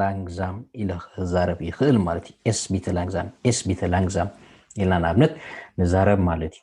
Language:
Tigrinya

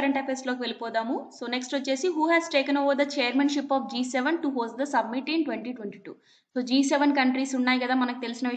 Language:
Telugu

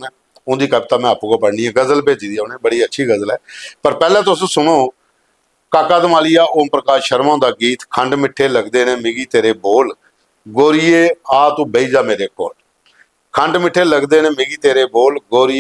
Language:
Dogri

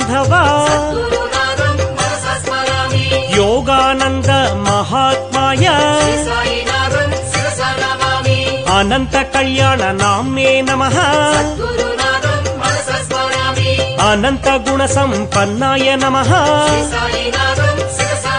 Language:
Telugu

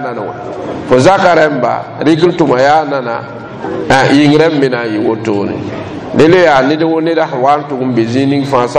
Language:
Mossi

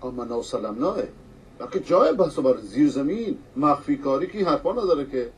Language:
Persian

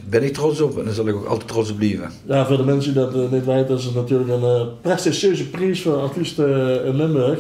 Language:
Limburgish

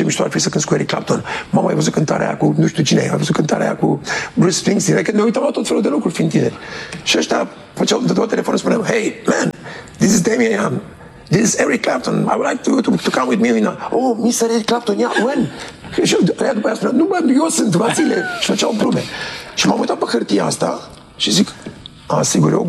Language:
Romanian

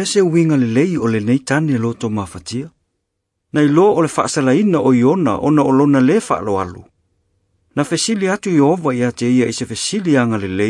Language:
Samoan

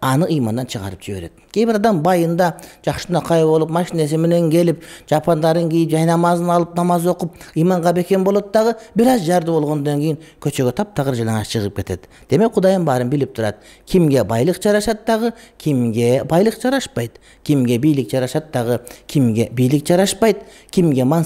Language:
Kyrgyz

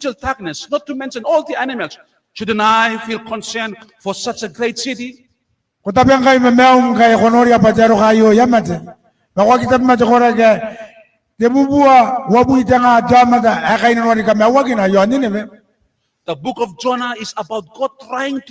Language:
Gilbertese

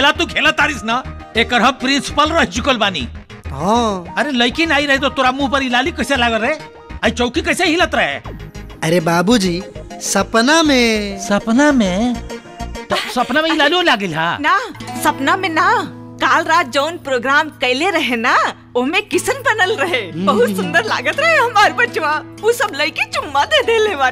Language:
Bhojpuri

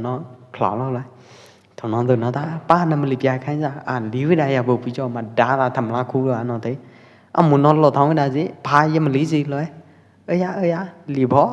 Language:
Pwo Eastern Karen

